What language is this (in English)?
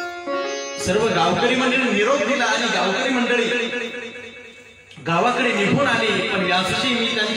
Marathi